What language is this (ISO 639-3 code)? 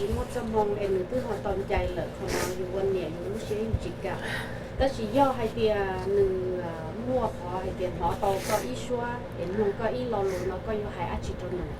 hmn